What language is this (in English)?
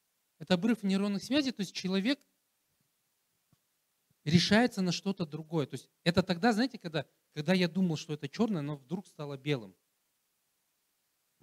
Russian